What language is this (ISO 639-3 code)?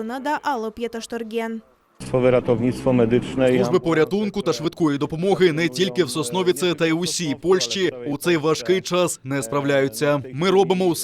crh